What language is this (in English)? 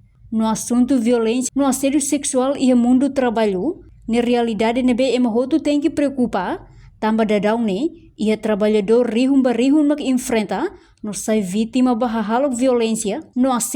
Tetum